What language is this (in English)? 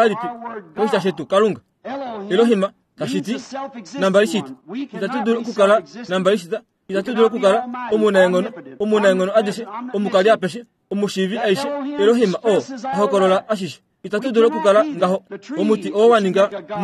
Kuanyama